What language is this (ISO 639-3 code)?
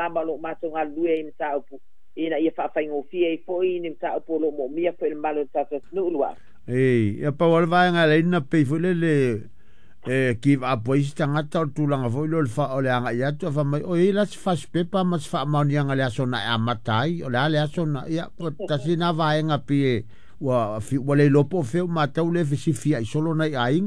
smo